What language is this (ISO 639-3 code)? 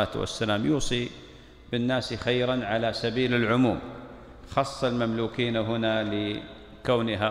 ara